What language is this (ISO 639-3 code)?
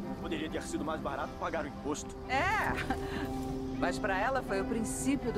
por